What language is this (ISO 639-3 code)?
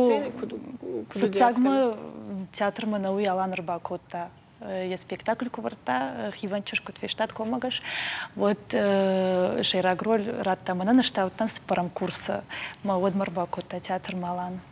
oss